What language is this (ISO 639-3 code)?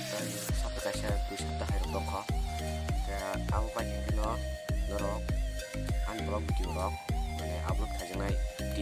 trp